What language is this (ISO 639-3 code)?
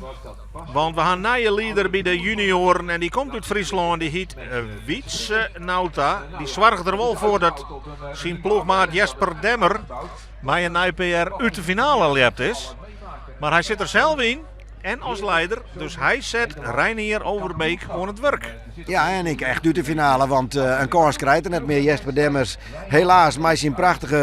fry